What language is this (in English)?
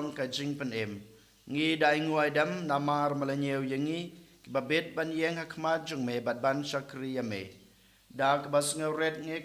Khasi